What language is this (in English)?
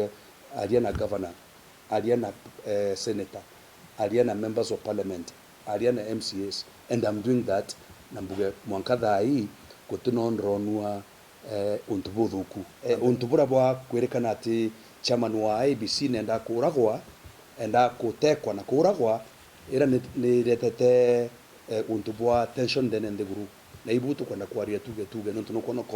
Meru